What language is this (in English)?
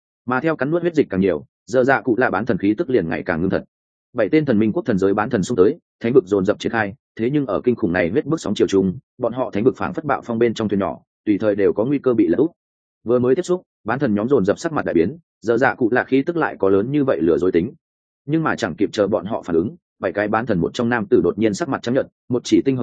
Vietnamese